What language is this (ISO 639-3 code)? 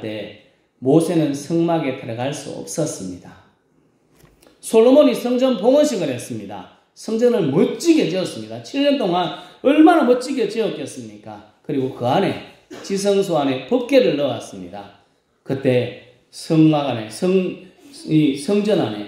kor